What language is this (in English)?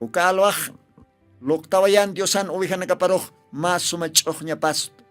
Aymara